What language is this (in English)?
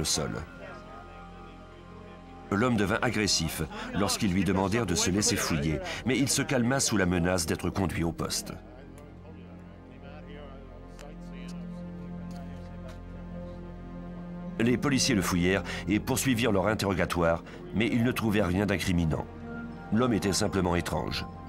French